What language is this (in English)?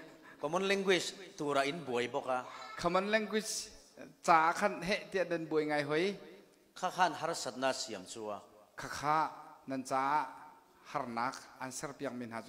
Falam Chin